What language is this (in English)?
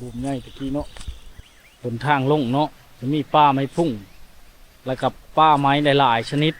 Lao